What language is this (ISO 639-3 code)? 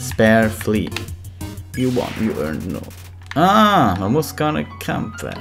gsw